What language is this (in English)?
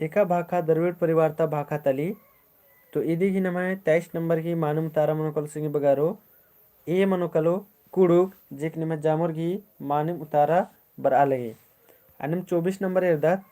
Kurukh